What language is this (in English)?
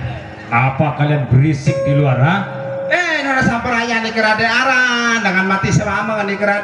Sasak